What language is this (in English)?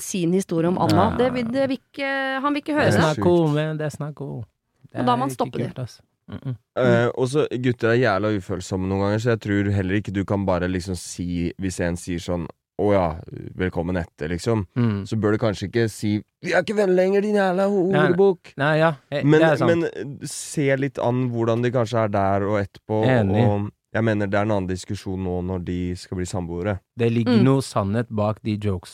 Norwegian